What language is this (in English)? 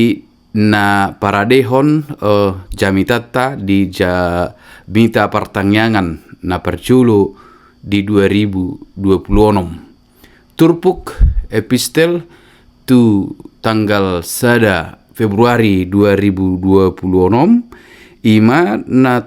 Batak Toba